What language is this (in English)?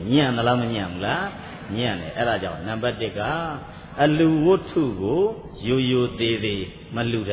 Burmese